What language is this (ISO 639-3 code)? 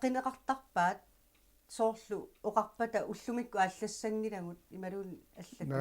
kal